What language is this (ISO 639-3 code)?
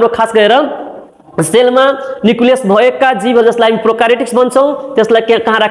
nep